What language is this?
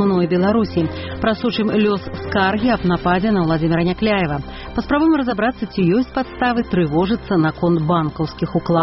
Belarusian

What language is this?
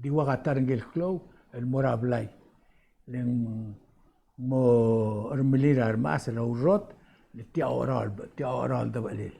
Palauan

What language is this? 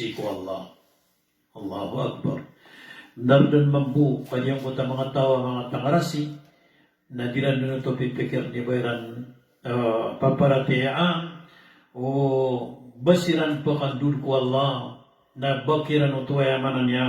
Maranao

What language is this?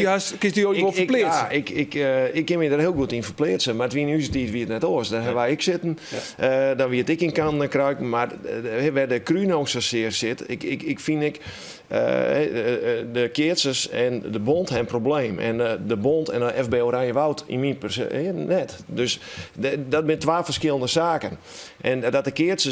Western Frisian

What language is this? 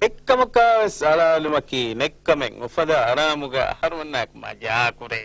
Divehi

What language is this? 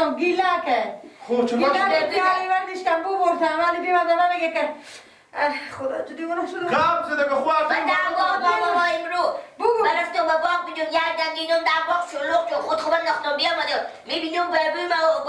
Persian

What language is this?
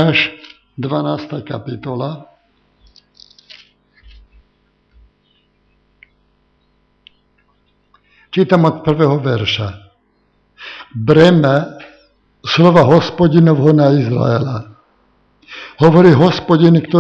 Slovak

